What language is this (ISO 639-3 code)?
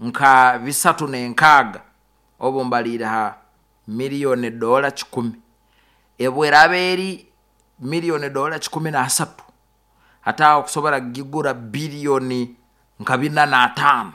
nyo